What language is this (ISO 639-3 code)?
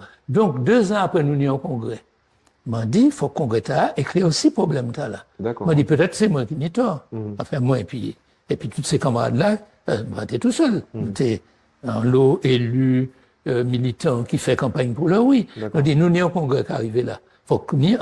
gcf